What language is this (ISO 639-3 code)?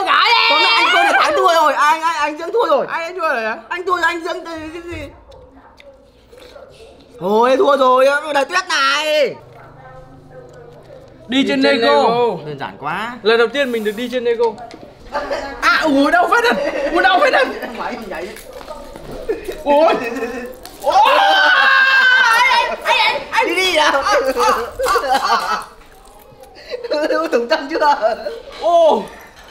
vie